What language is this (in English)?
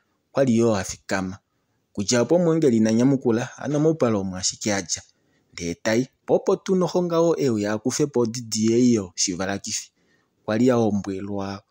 Kuanyama